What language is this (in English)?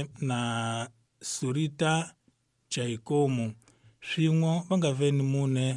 Tsonga